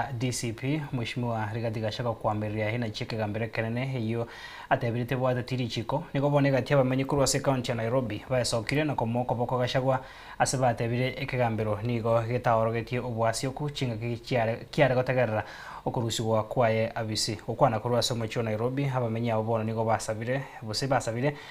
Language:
Gusii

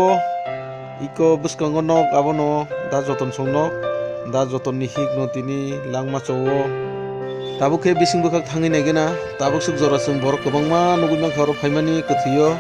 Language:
Kok Borok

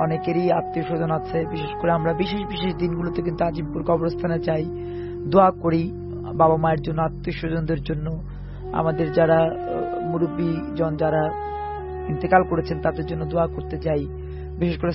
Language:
Bangla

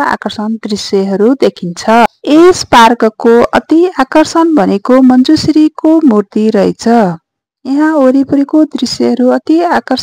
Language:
Nepali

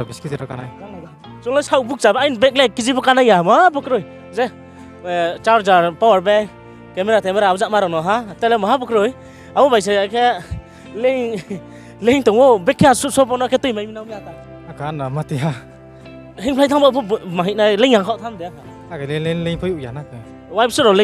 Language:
Riang (India)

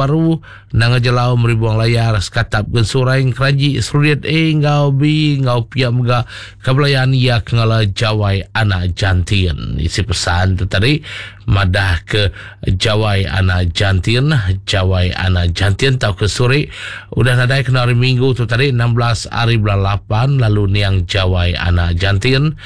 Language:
Iban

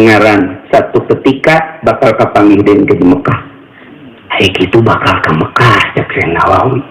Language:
Sundanese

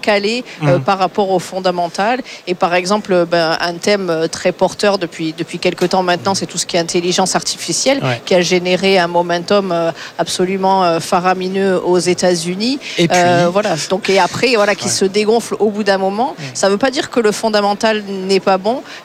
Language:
French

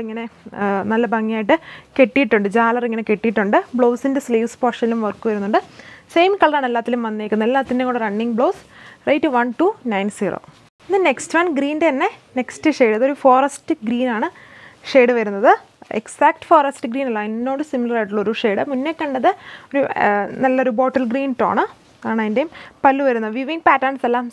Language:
Malayalam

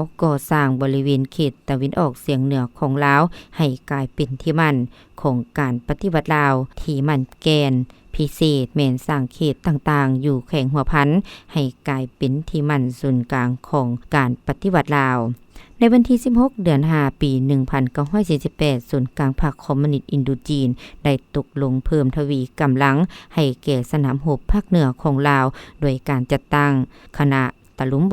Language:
Lao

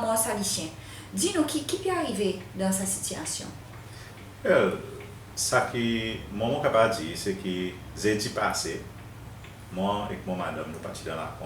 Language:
Seselwa Creole French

